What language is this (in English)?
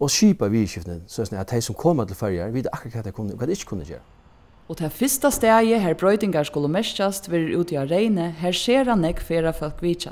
Faroese